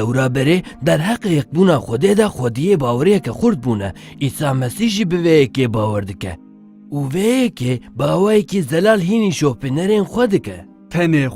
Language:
Kurdish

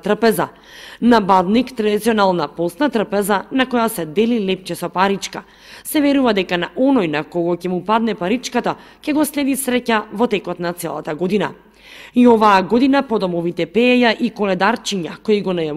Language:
Macedonian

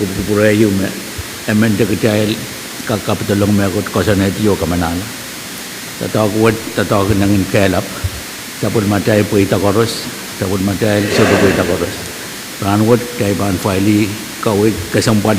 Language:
Pohnpeian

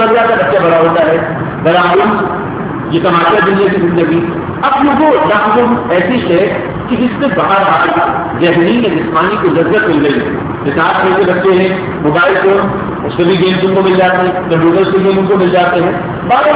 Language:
Urdu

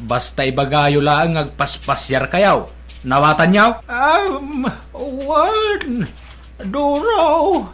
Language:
Iloko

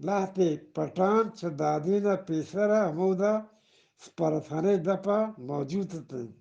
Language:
Eastern Balochi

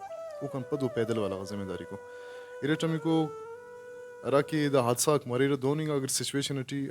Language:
Brahui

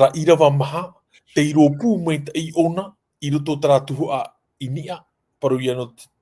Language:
Tahitian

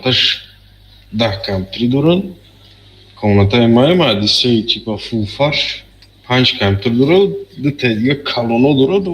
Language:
Tajik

